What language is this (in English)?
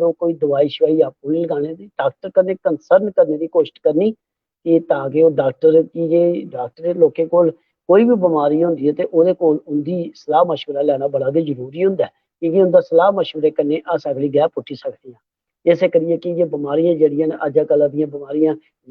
Dogri